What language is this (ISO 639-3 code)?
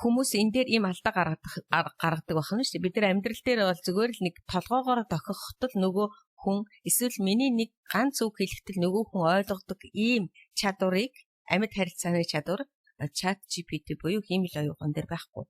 mon